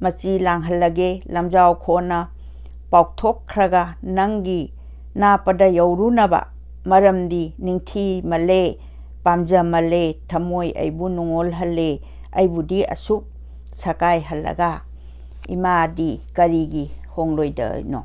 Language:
Manipuri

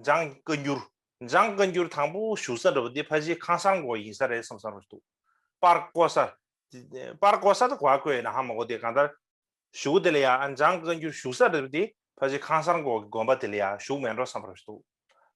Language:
Tibetan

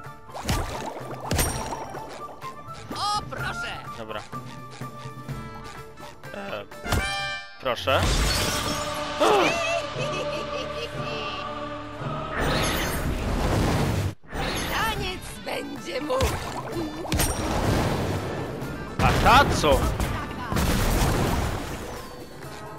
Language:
Polish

